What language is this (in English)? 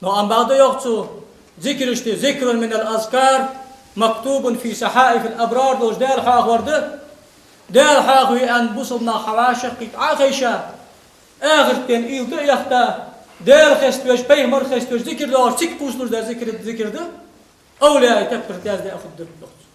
Ingush